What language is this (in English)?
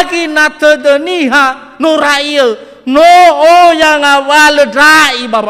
Nias